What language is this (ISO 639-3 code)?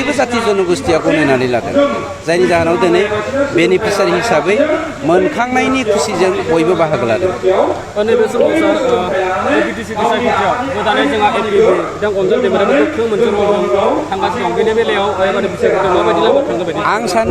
brx